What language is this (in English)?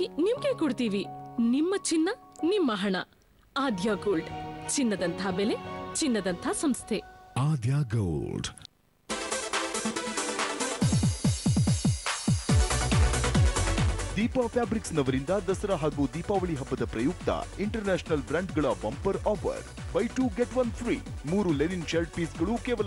Kannada